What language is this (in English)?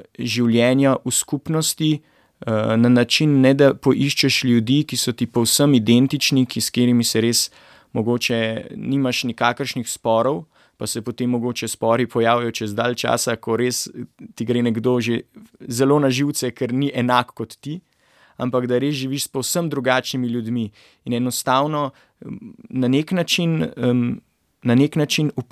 Slovenian